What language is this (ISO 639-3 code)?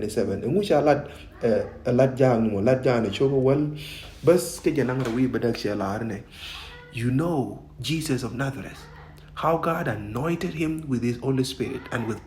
nus